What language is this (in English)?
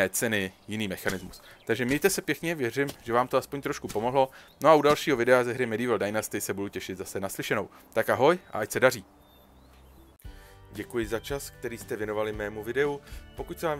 Czech